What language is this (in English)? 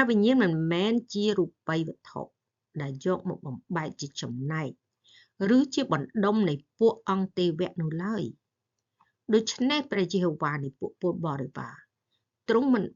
Khmer